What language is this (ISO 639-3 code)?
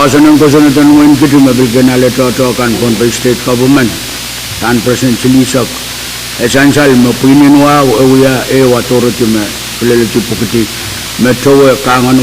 pon